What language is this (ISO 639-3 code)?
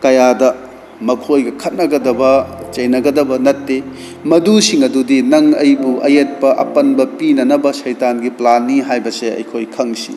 mni